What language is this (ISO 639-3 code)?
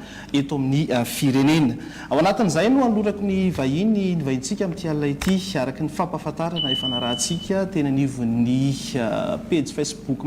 mlg